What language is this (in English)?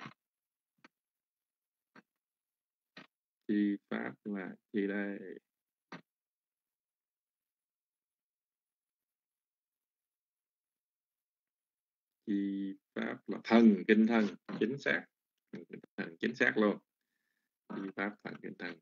Vietnamese